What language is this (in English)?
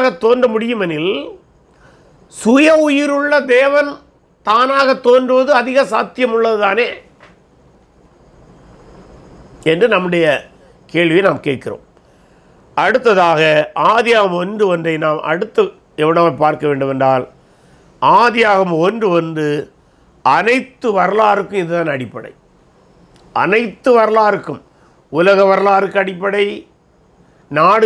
Tamil